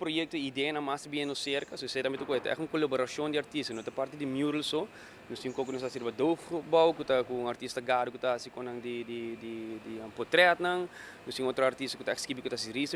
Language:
Papiamento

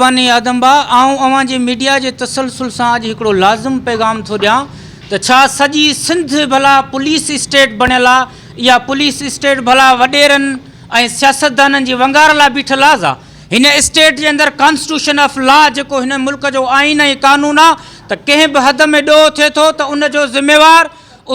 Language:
Sindhi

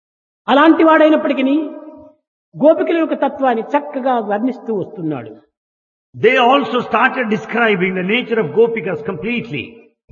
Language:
Telugu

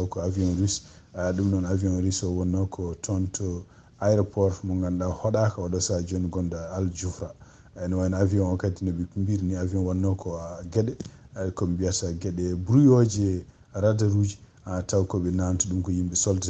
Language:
Fula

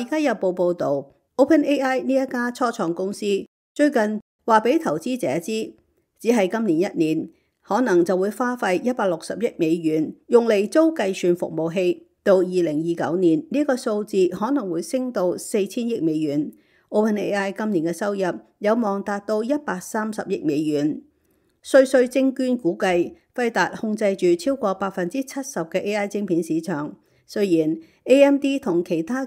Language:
Cantonese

